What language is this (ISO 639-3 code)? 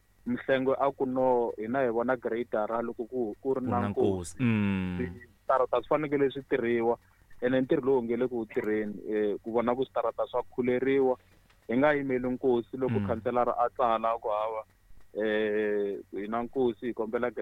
tso